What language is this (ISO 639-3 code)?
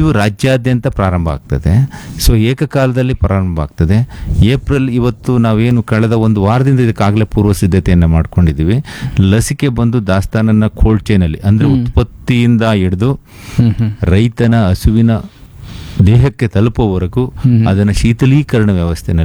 kan